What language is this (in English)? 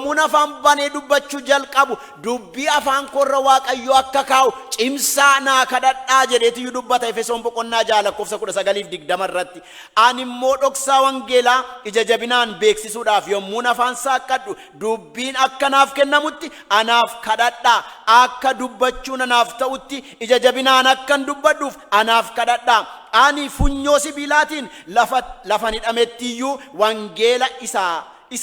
Oromo